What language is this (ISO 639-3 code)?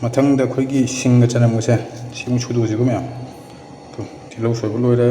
mni